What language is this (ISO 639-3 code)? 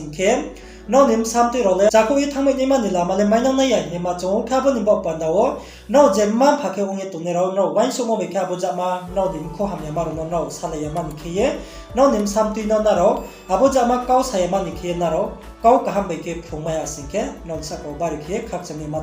ria